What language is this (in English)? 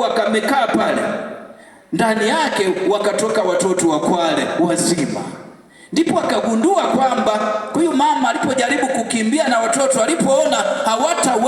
Swahili